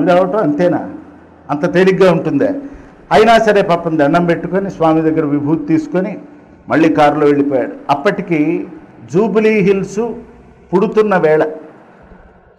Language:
Telugu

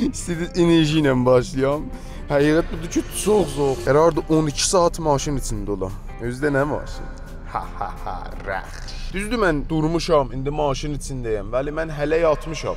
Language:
South Azerbaijani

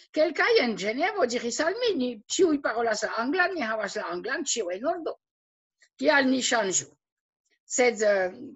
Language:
Esperanto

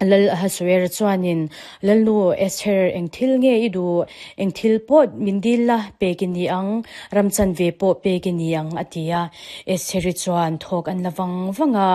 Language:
Mizo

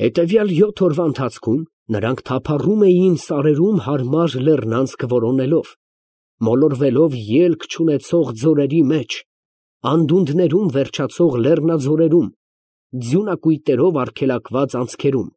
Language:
Armenian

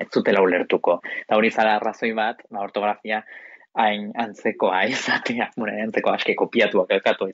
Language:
Basque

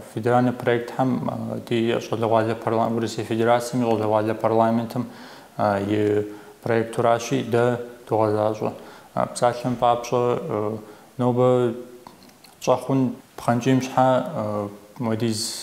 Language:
Kabardian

